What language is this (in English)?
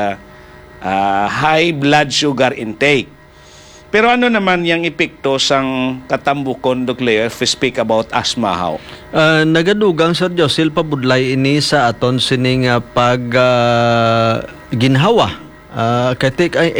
Hiligaynon